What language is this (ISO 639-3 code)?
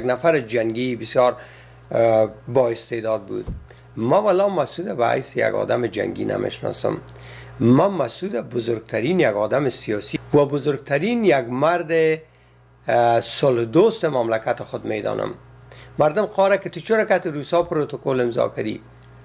fas